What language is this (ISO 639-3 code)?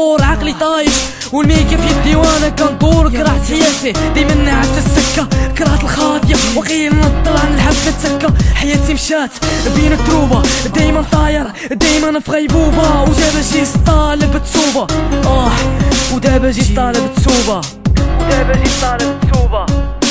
ary